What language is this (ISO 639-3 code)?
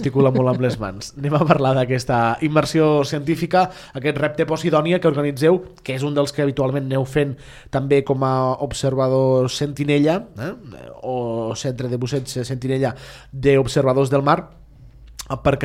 cat